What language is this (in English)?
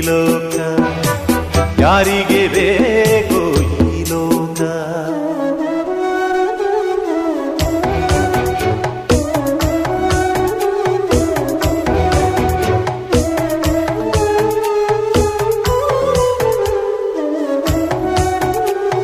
Kannada